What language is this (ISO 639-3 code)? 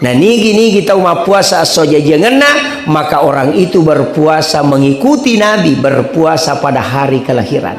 bug